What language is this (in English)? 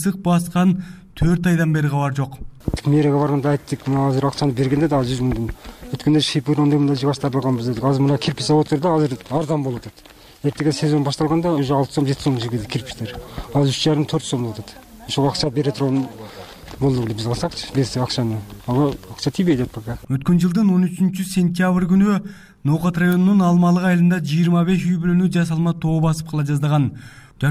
Kyrgyz